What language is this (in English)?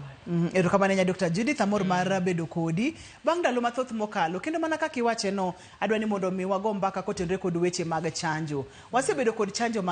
Luo (Kenya and Tanzania)